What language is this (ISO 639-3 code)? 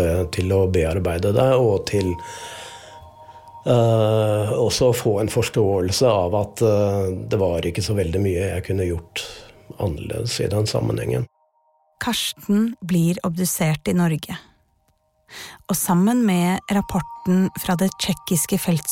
nor